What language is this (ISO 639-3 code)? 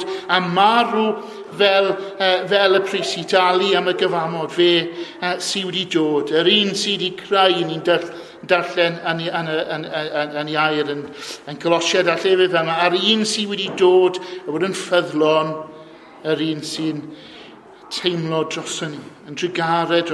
cym